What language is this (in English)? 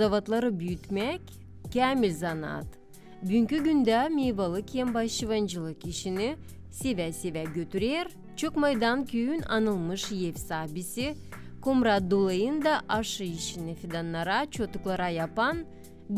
Gagauz